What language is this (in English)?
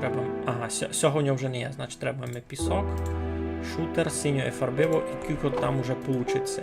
Rusyn